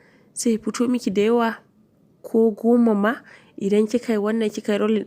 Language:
Hausa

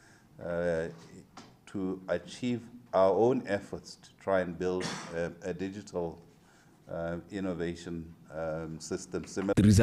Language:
Tswana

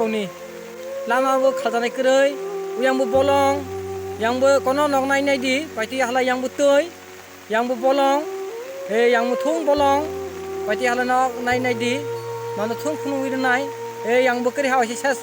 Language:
Kok Borok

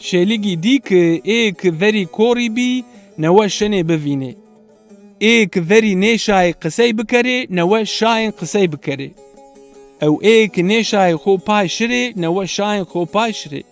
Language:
Zaza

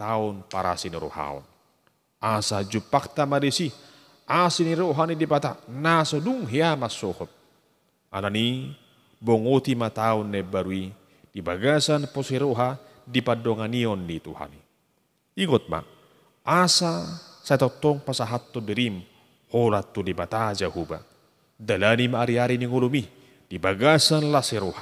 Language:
Batak Toba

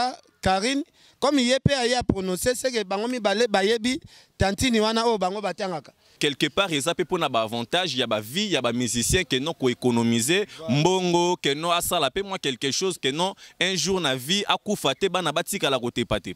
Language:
Lingala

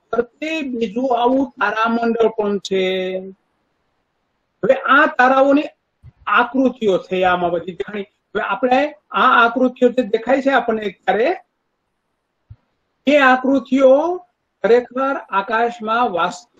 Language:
Gujarati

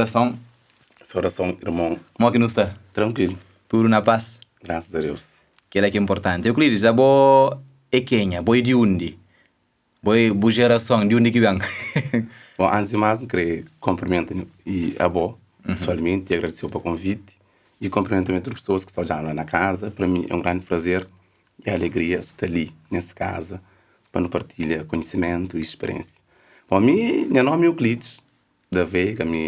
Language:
Kabuverdianu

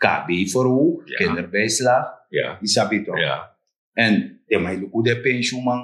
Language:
Sranan Tongo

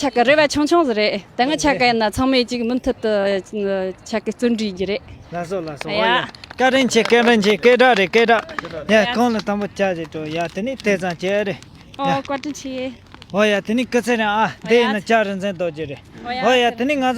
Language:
Tibetan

